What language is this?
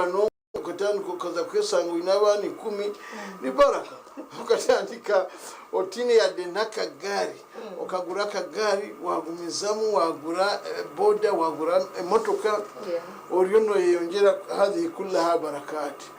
Nyankole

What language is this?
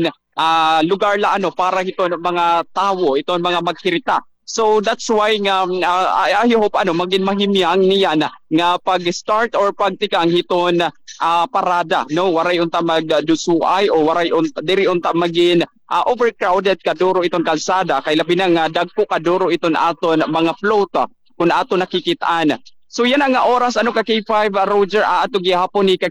Waray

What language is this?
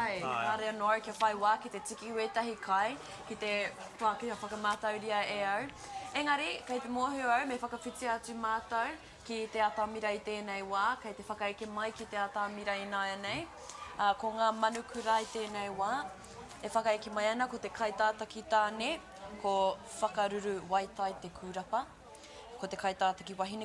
Māori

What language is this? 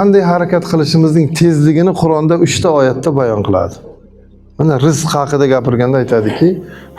Uzbek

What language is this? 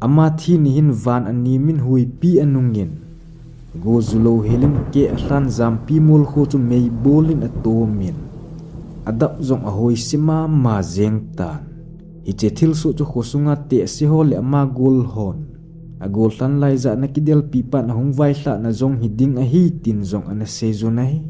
Thado Chin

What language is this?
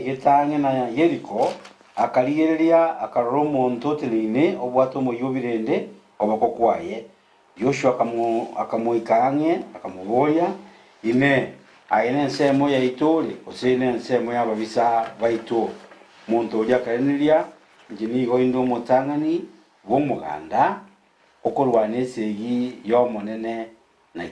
Gusii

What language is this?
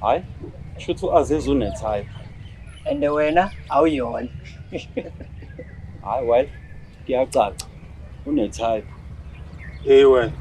Zulu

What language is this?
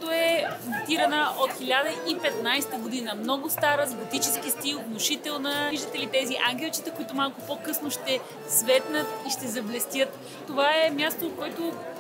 Bulgarian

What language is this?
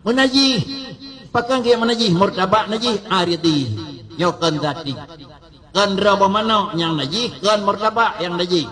Achinese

